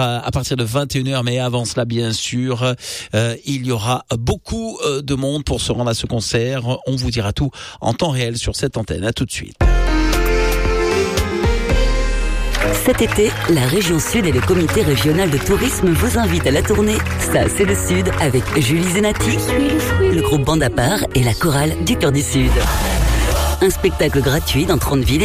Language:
French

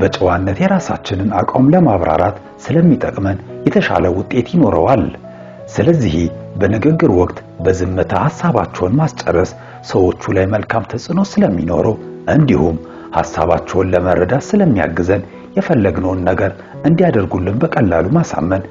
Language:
Amharic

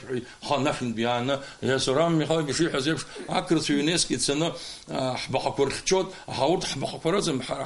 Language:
Abkhazian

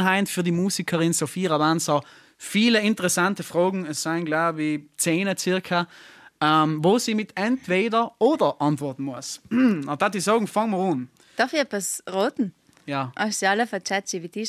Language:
German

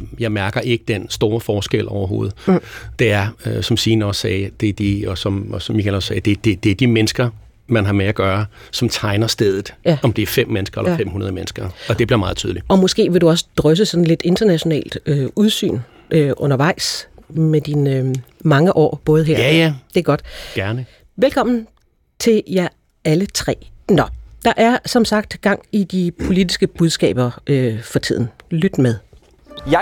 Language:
Danish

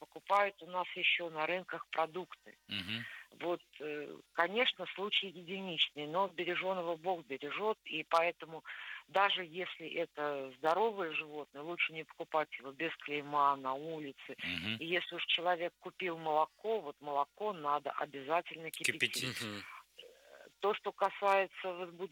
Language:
Russian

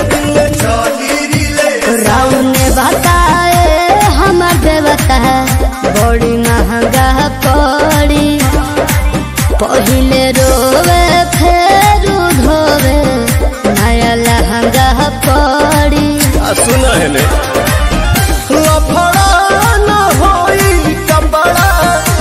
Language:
Bhojpuri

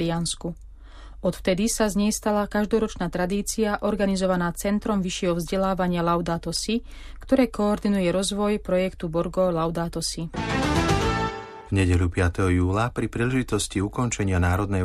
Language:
Slovak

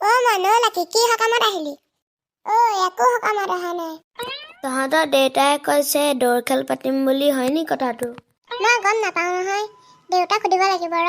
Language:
Assamese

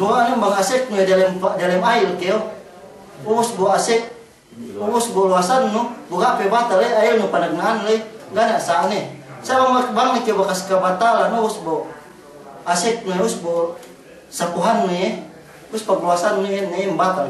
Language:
Yakan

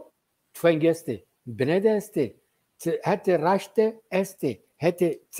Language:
Zaza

